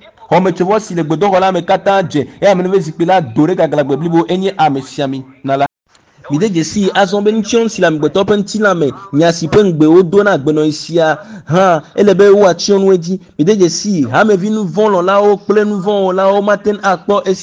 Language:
Ewe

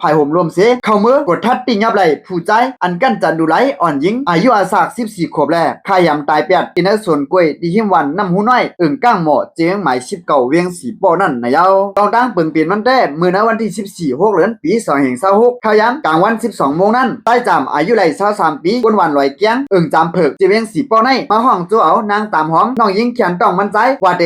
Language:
Shan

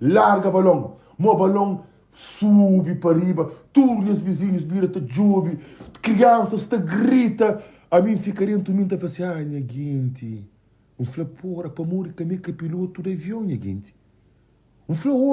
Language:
Kabuverdianu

